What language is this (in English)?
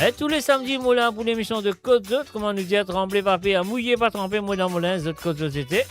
Morisyen